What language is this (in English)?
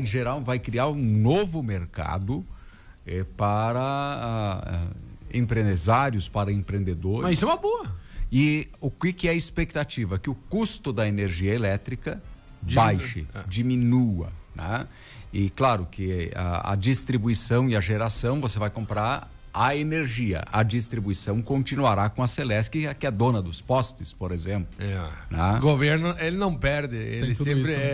Portuguese